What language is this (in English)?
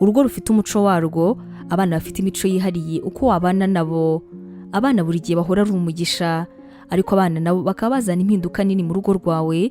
Kinyarwanda